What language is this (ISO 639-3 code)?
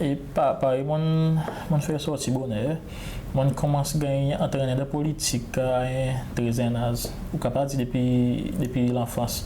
crs